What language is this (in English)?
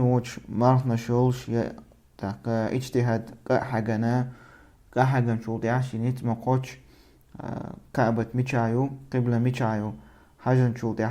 Chechen